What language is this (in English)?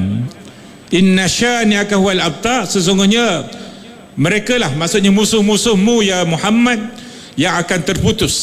Malay